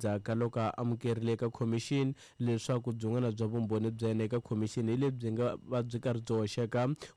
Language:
Tsonga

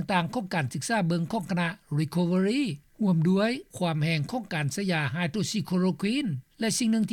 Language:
Lao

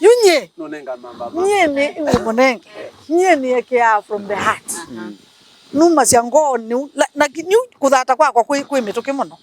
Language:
Kamba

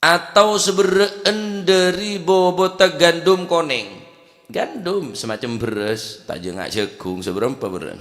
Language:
Madurese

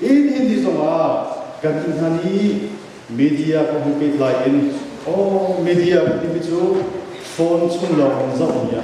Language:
Hakha Chin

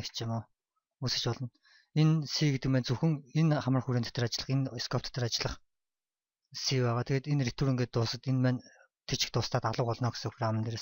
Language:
Mongolian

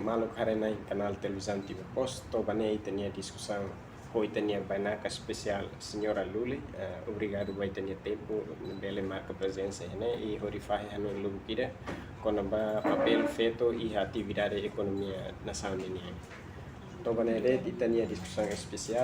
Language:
Tetum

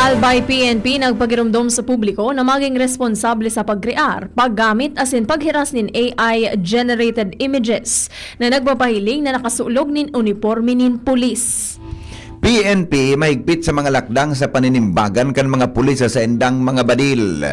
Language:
Bikol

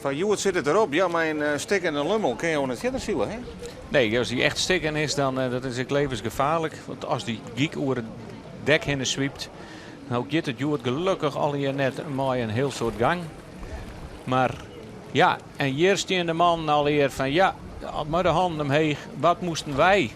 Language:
Western Frisian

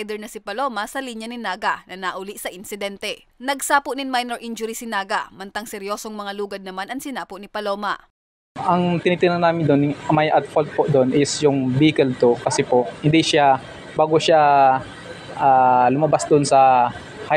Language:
Bikol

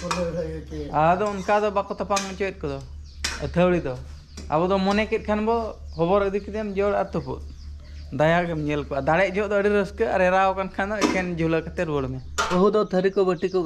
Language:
Santali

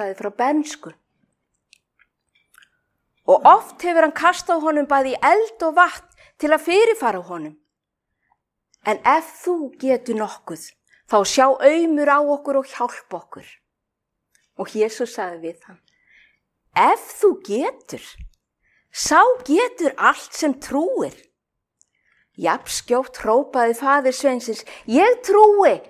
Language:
Icelandic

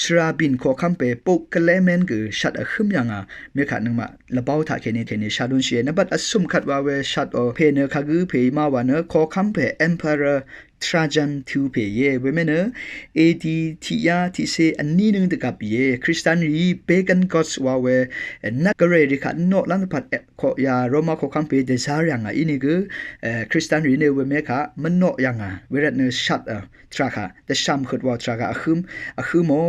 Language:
Rawang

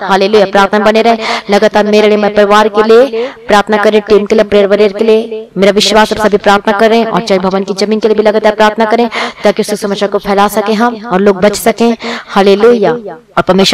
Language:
Hindi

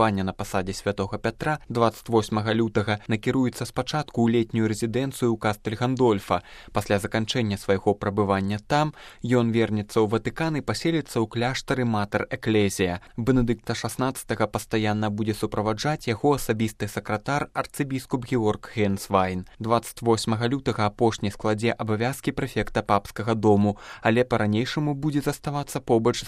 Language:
Belarusian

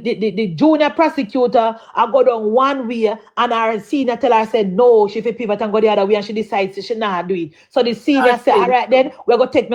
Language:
Jamaican Creole English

